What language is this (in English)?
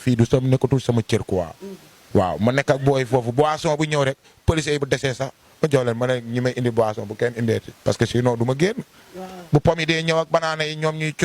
Wolof